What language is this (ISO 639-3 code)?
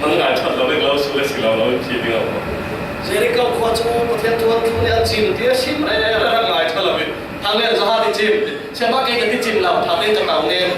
cfm